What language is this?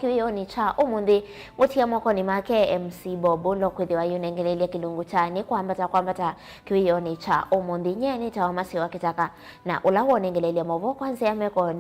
Kamba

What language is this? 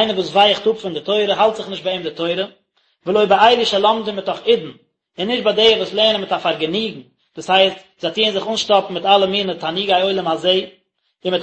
Yiddish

